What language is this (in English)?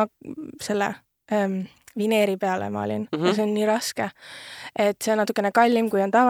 Estonian